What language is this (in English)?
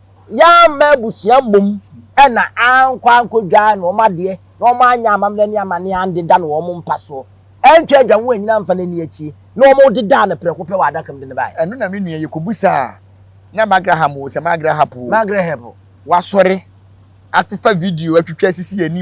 Akan